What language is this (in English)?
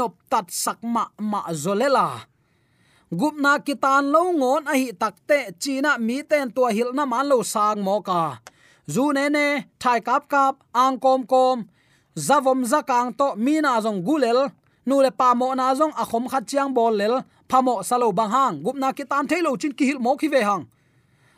Tedim Chin